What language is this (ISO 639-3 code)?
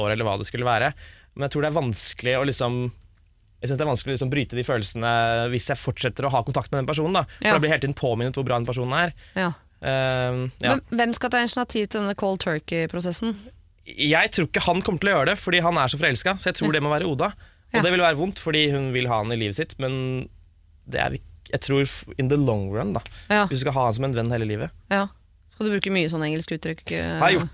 nor